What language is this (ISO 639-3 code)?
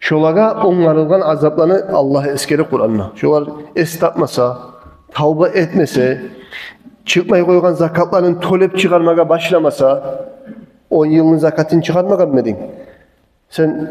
kum